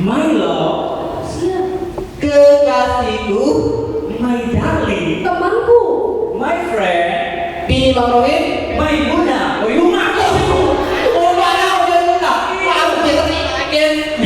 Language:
Musi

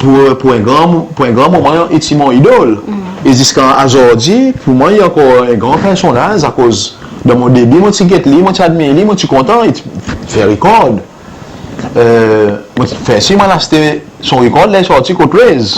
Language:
Seselwa Creole French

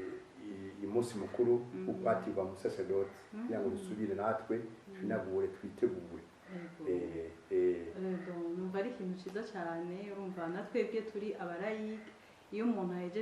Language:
Rundi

